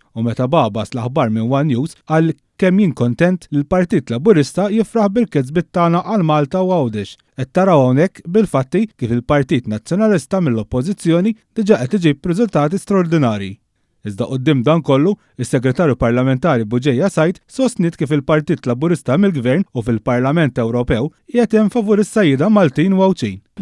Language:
Maltese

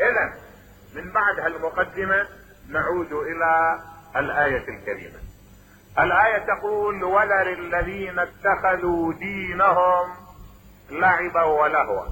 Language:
Mesopotamian Arabic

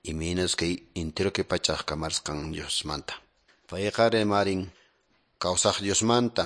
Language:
Quechua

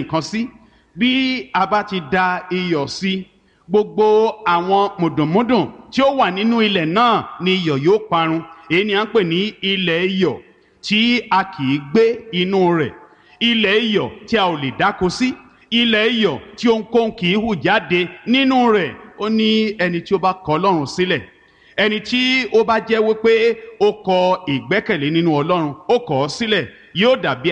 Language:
Yoruba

